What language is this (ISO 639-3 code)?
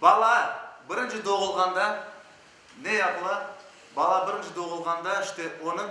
crh